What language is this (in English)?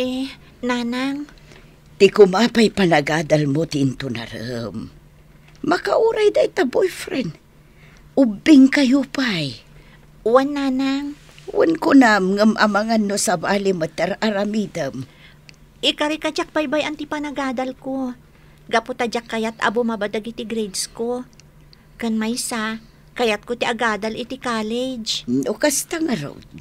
Iloko